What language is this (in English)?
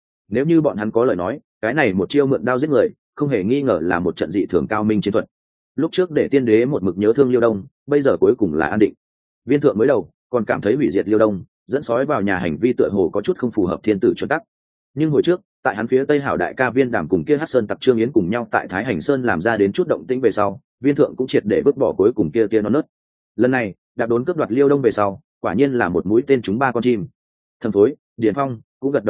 Vietnamese